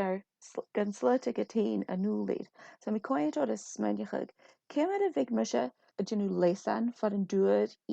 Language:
Scottish Gaelic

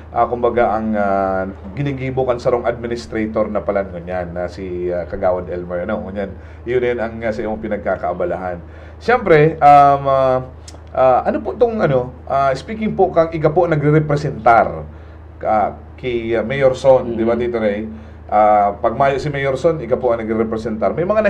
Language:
Bikol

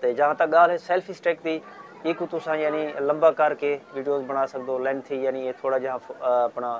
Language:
Saraiki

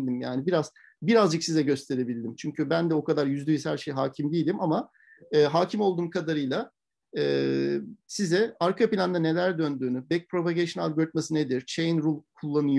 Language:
Turkish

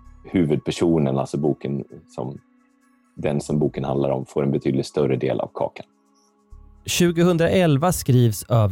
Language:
Swedish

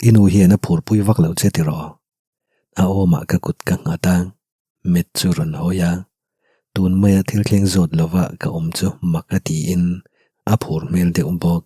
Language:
Mizo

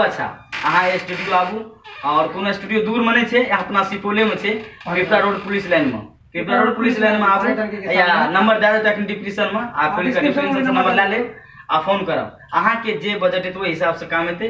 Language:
Maithili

